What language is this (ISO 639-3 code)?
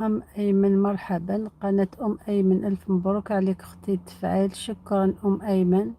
arq